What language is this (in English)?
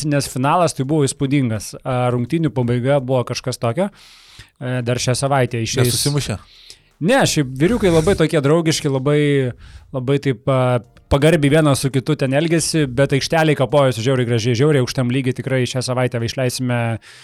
Lithuanian